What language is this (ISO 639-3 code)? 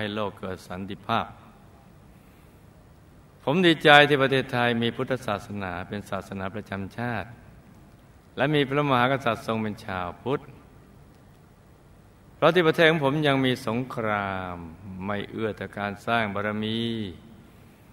tha